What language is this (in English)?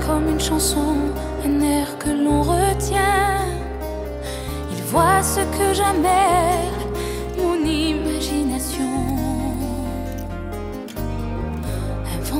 French